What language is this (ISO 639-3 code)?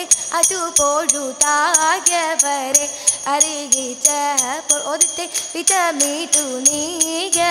mal